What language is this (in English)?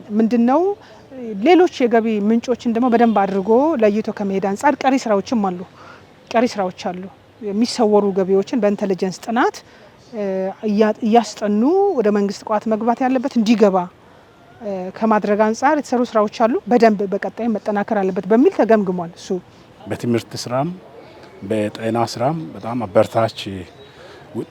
Amharic